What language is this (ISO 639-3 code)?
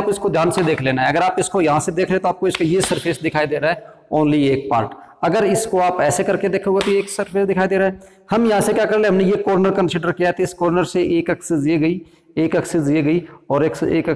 hin